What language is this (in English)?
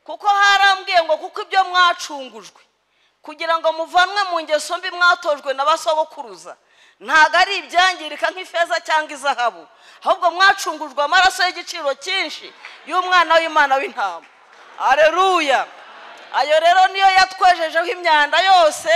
Kinyarwanda